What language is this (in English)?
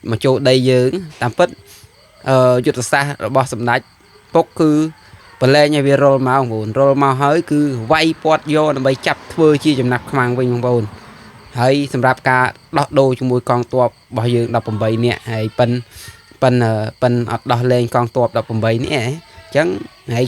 Khmer